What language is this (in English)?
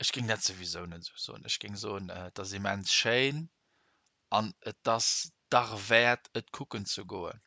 Luxembourgish